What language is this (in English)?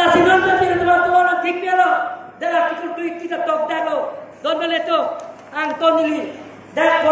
Karbi